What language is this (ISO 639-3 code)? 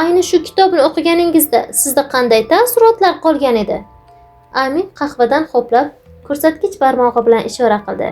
uzb